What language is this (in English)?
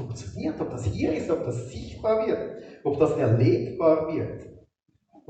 Swiss German